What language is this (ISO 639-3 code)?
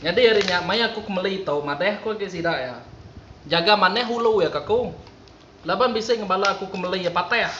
iba